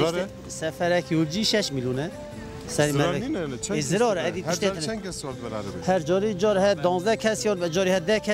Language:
Kurdish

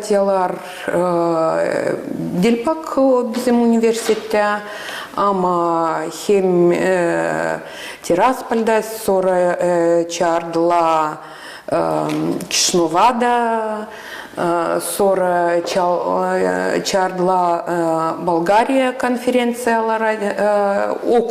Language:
Gagauz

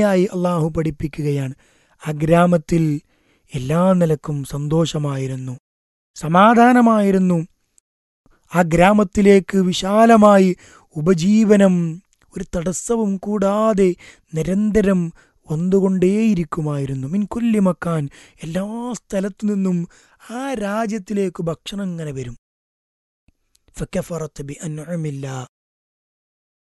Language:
Malayalam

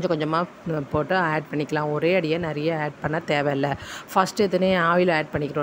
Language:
Tamil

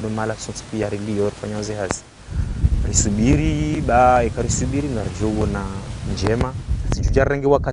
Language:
Ngazidja Comorian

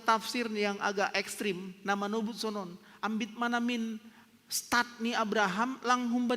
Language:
Batak Simalungun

